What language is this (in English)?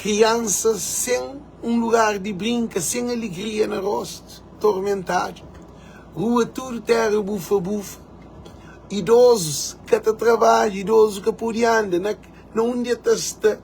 Kabuverdianu